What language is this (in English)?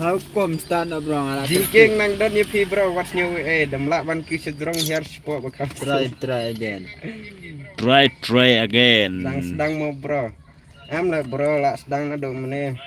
Khasi